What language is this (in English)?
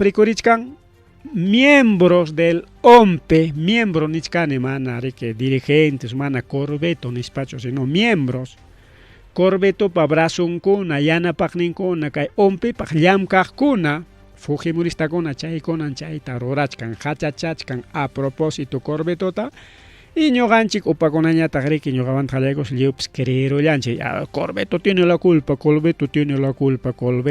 Ayacucho Quechua